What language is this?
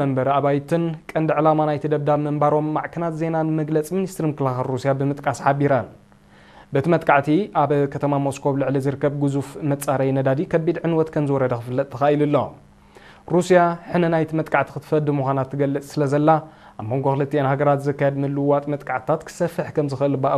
Tigrinya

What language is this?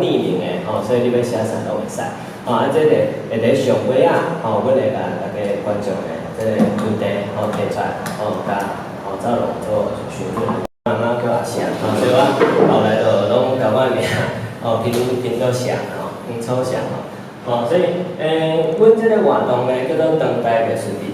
Min Nan Chinese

